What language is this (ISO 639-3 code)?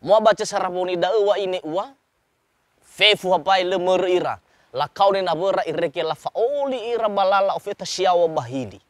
nia